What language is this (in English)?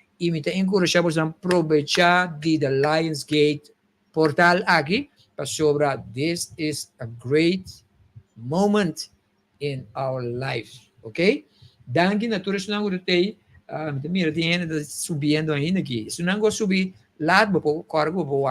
Papiamento